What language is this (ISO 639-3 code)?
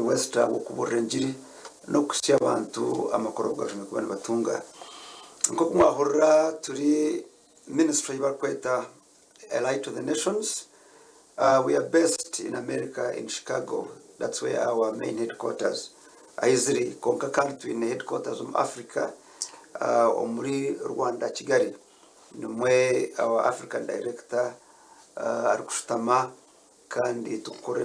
nyn